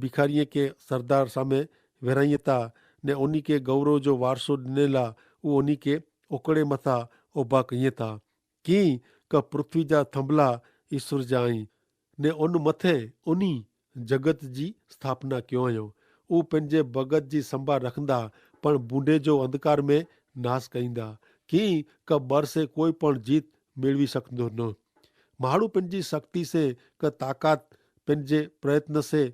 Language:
Kachhi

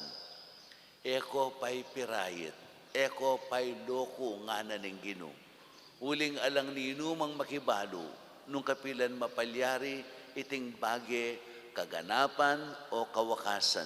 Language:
Pampanga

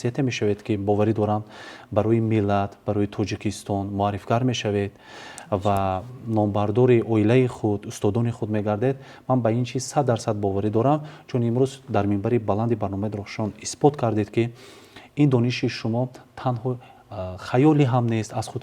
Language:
Tajik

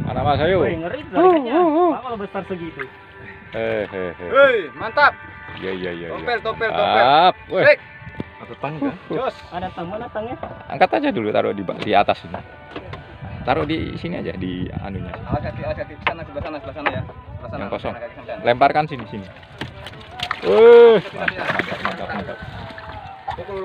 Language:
Indonesian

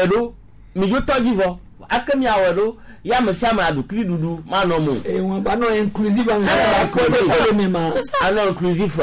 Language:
Gen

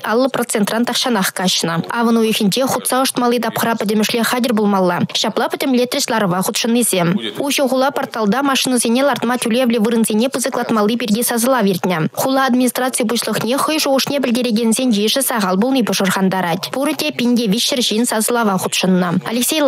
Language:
Chuvash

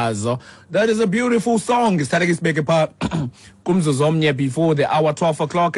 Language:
Xhosa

